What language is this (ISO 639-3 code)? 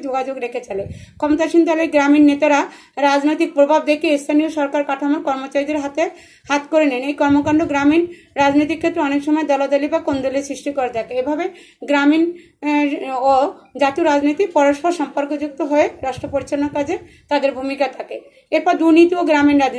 ben